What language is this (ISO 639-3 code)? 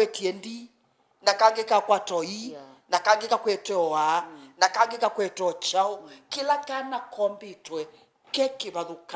kam